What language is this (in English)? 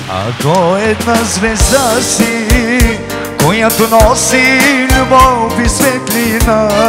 Bulgarian